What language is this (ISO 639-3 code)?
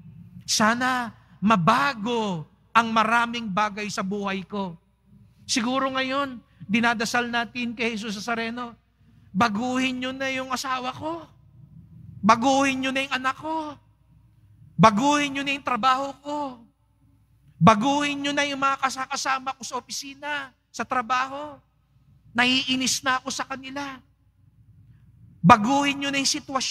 fil